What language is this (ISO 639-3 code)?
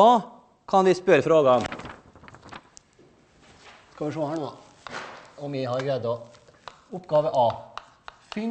nor